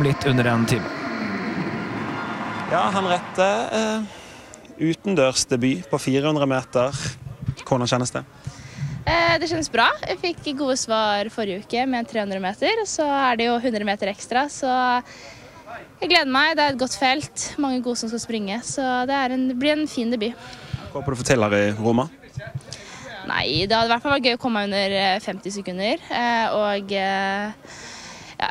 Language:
Norwegian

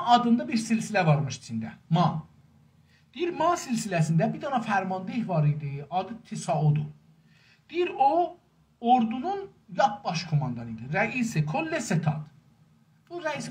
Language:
South Azerbaijani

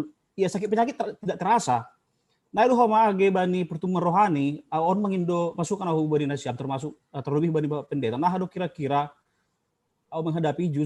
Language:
Batak Simalungun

